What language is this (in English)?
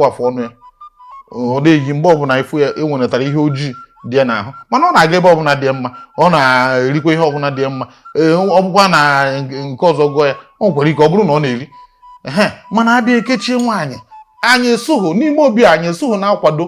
Igbo